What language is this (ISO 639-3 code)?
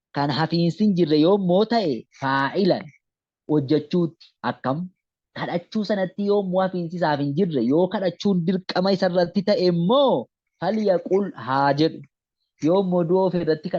orm